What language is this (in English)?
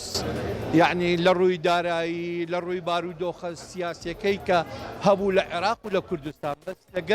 Central Kurdish